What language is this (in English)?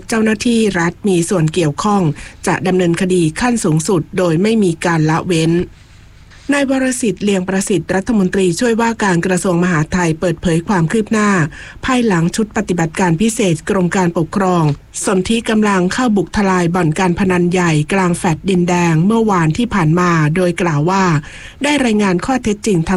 Thai